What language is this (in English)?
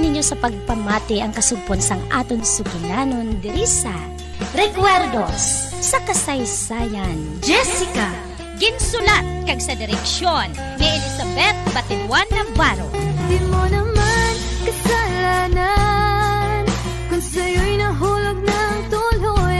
Hiligaynon